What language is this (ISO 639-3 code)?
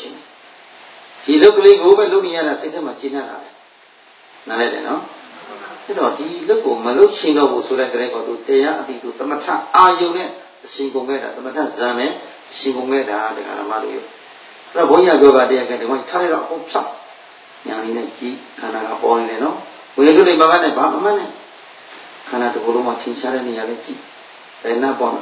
mya